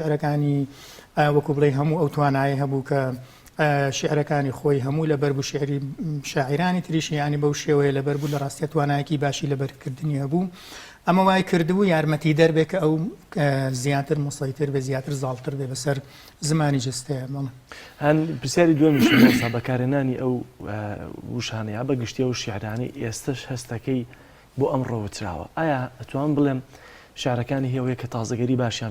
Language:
Central Kurdish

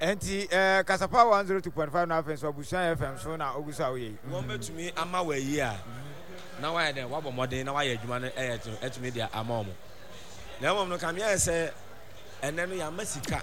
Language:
Akan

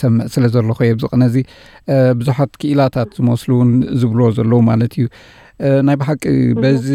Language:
Tigrinya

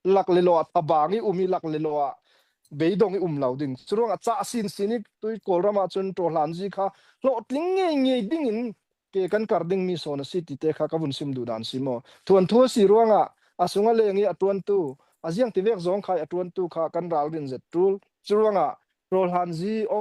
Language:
Falam Chin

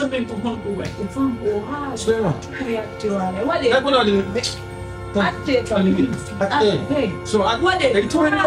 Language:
Pular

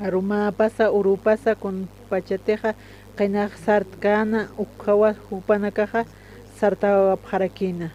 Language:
Aymara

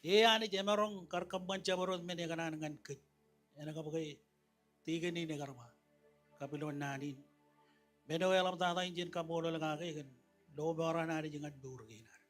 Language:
Marshallese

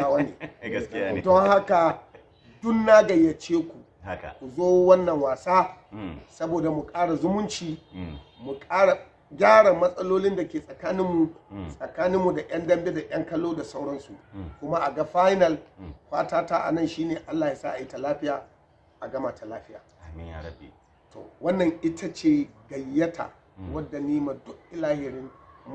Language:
Hausa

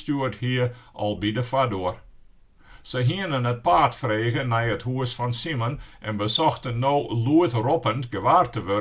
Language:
Western Frisian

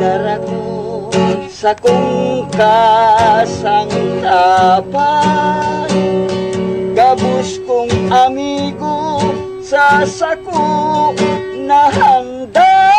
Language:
Bikol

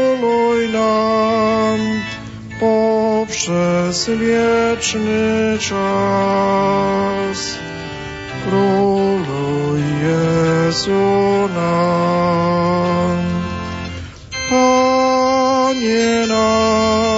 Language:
Polish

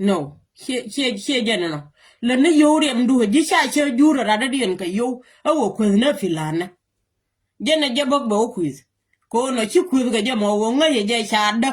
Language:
Nuer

